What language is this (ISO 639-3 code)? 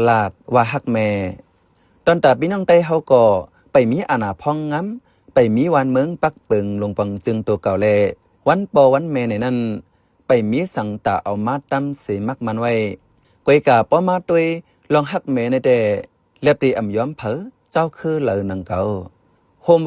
shn